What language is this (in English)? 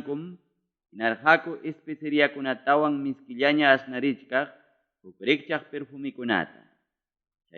Ayacucho Quechua